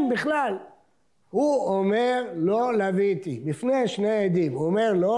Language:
Hebrew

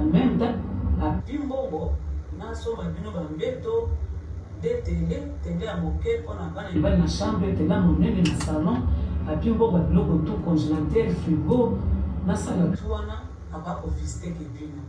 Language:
Lingala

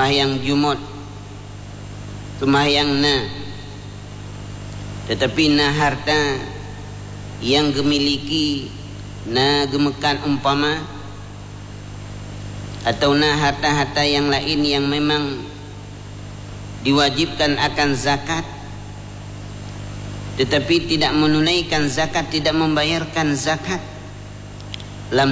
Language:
Malay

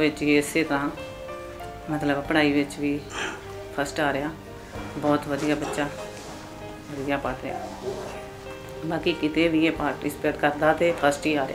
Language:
Punjabi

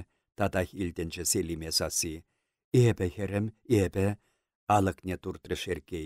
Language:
Chuvash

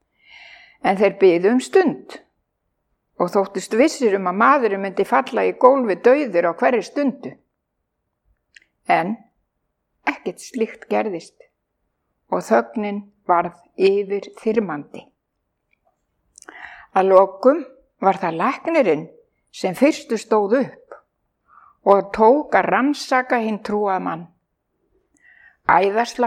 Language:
Icelandic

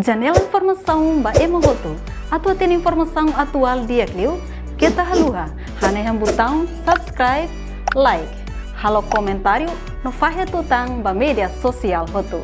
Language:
Tetum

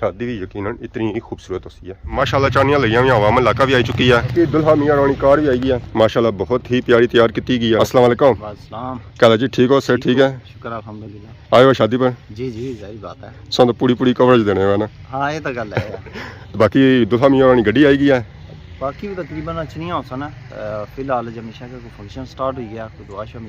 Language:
Pahari-Potwari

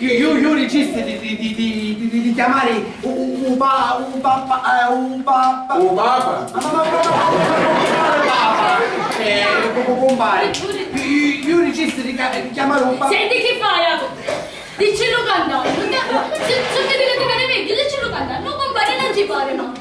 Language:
Sicilian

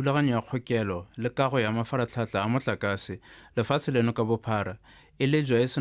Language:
Tswana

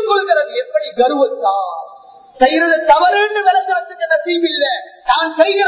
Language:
Tamil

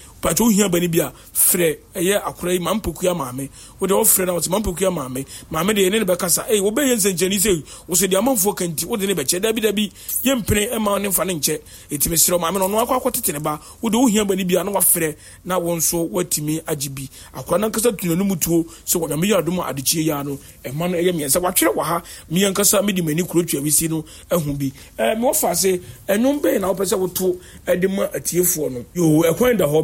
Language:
Akan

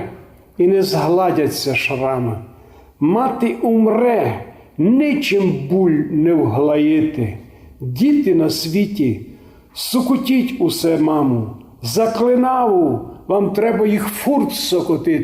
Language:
Rusyn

